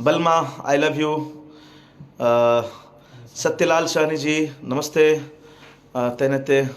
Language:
Maithili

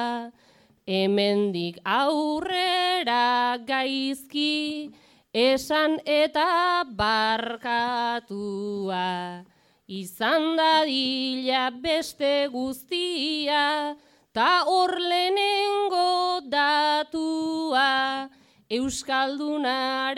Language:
Basque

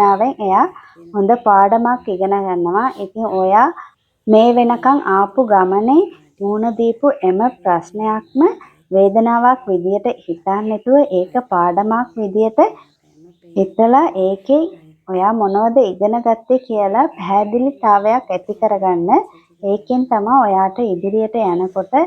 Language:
Sinhala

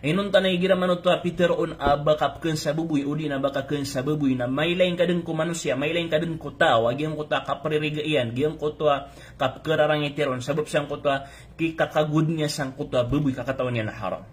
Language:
Maranao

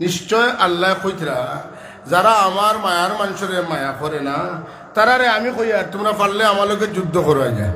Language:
Sylheti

